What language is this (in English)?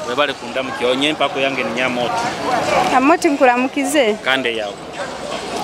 Nyoro